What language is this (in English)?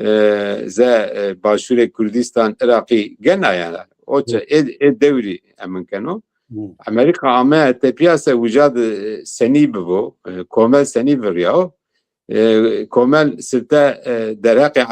Zaza